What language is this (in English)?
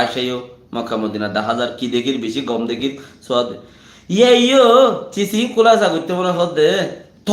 Rohingya